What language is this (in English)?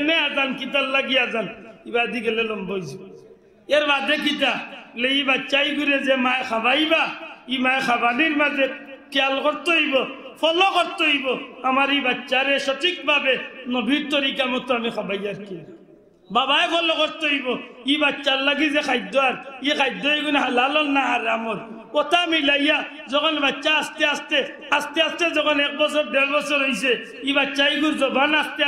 Sylheti